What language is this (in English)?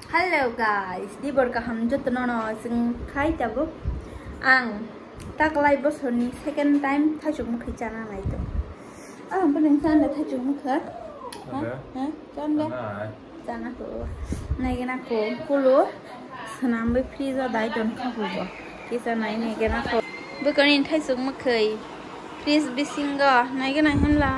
Kok Borok